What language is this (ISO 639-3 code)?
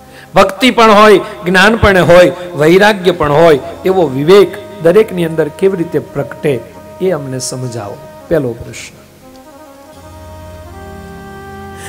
guj